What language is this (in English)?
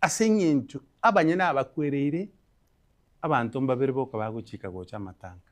Gusii